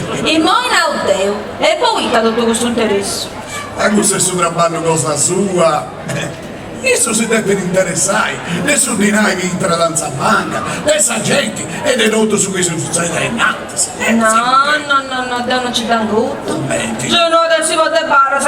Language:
Sardinian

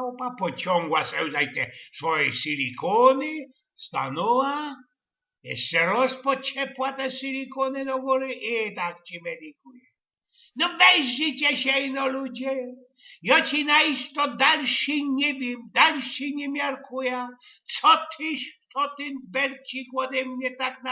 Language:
Silesian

